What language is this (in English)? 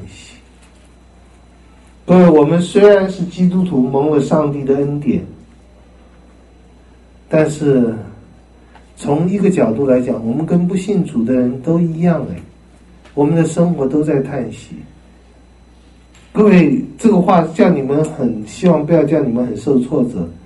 Chinese